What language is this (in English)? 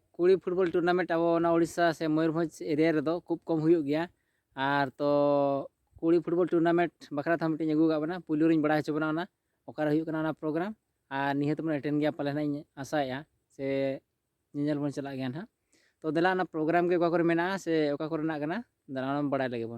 Santali